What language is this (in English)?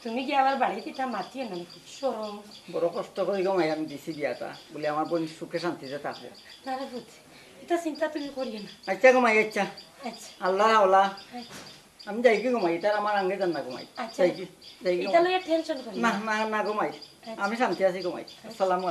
Sylheti